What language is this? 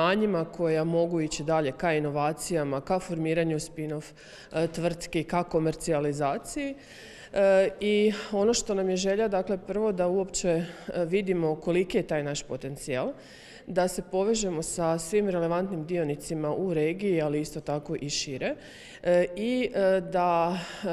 Croatian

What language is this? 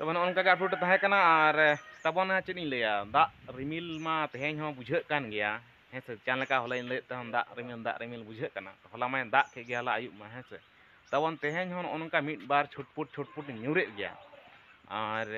Santali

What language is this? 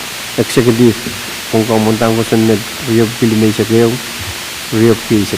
Pohnpeian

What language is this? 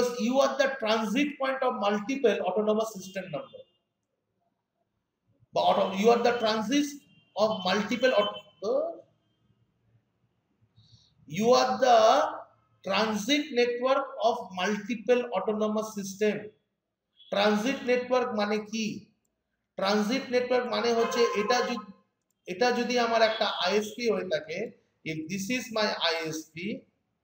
Bangla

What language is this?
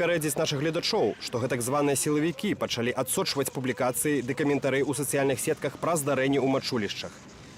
Belarusian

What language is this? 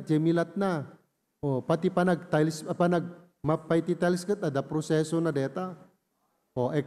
Iloko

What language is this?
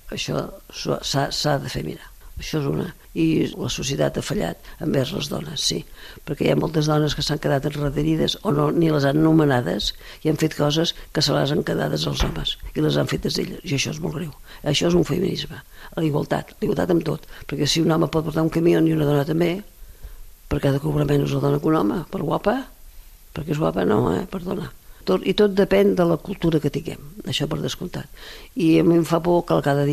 Catalan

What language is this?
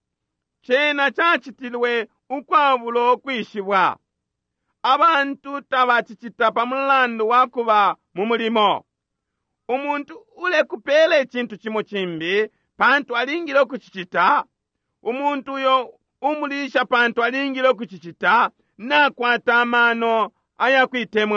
Bemba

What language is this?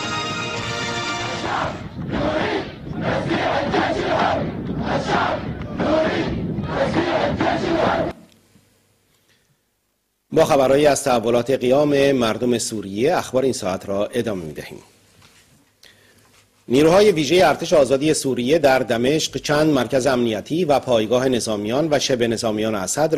Persian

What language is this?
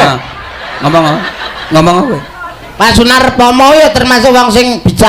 Javanese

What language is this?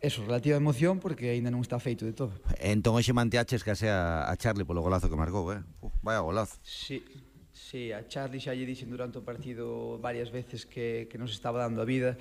Galician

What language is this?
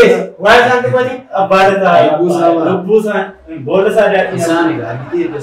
Oromo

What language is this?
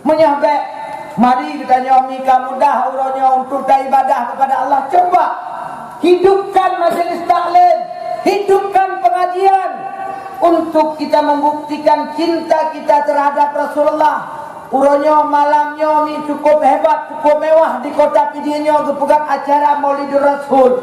Achinese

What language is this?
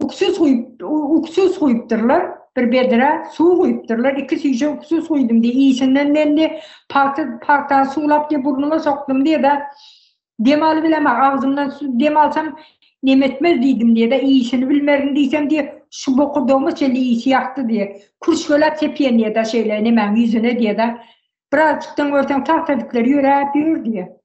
Turkmen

